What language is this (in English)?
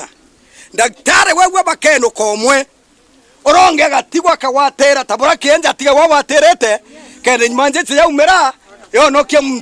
Meru